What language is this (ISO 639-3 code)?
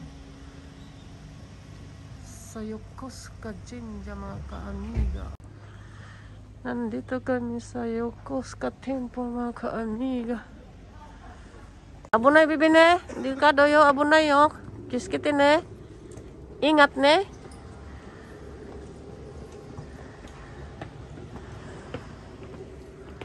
fil